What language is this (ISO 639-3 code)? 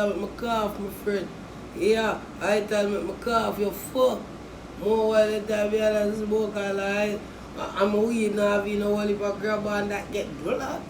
jam